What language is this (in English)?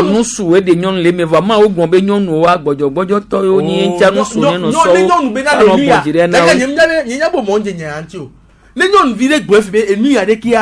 Gen